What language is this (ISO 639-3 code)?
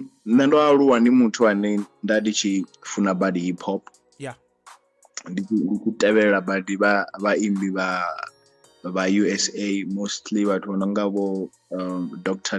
ven